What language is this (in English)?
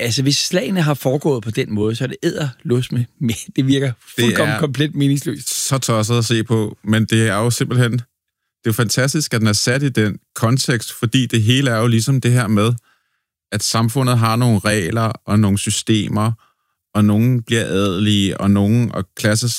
Danish